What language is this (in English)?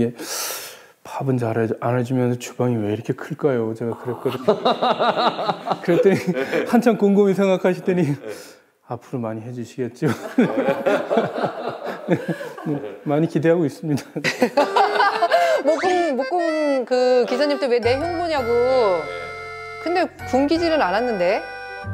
Korean